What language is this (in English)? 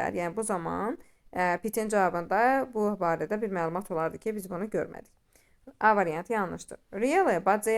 Azerbaijani